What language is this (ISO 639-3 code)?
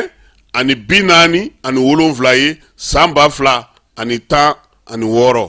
bam